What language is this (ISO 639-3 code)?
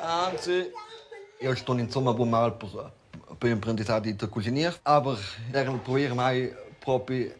roh